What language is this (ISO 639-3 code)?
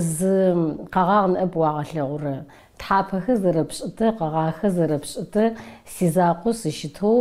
ady